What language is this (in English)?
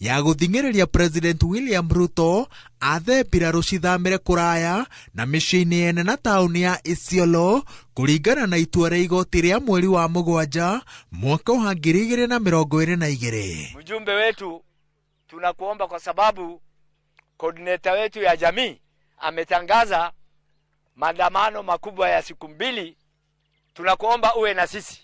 Kikuyu